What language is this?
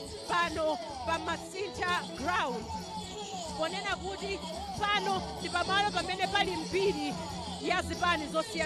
Nyanja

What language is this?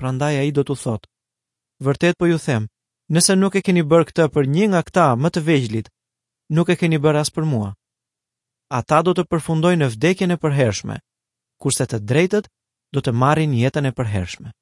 Albanian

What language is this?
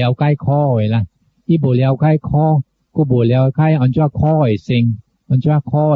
Min Nan Chinese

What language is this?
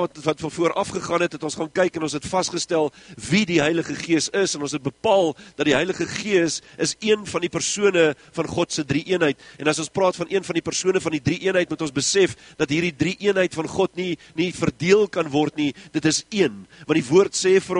Afrikaans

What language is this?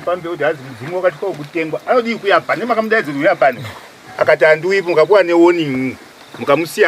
Shona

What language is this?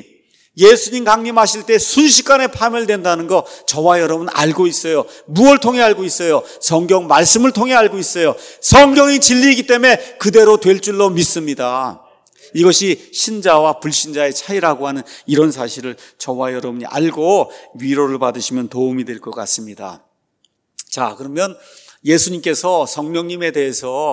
Korean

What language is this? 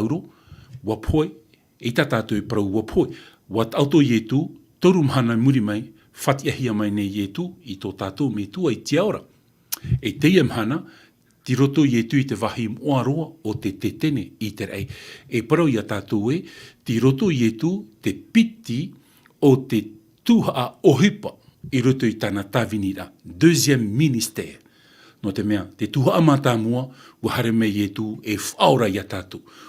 Tahitian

